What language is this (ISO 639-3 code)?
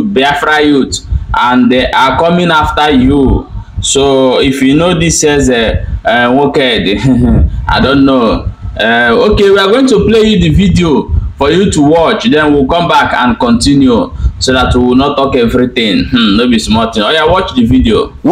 ibo